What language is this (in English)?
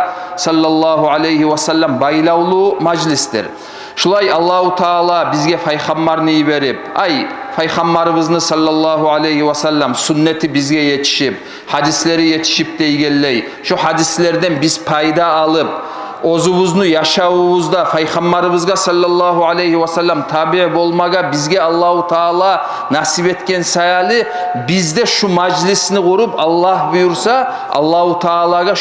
Kumyk